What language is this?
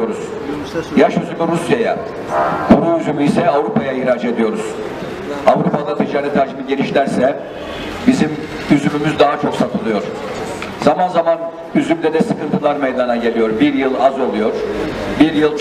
Turkish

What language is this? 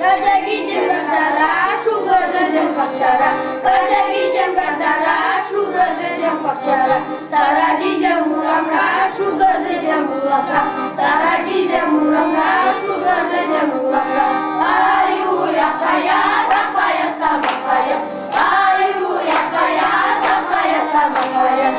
Chuvash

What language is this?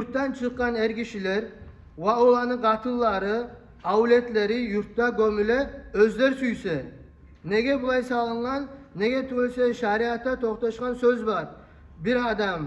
Kumyk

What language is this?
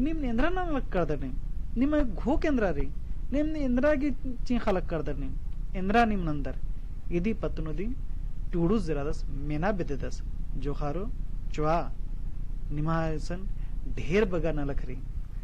Kurukh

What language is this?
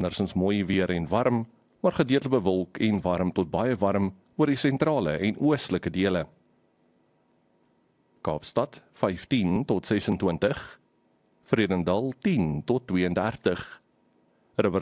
Afrikaans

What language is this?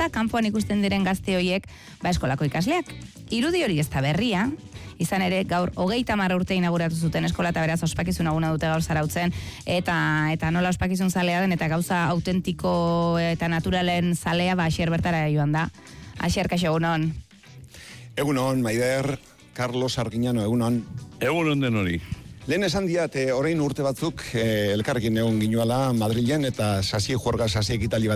Basque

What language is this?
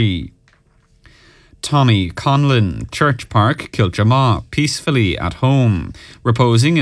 English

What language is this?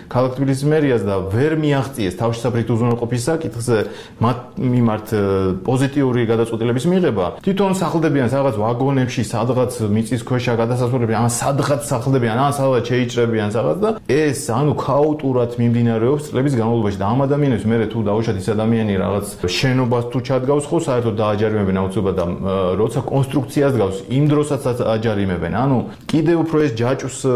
Georgian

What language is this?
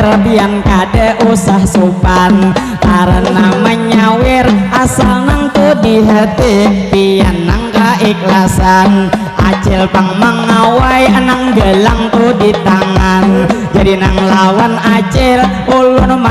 Banjar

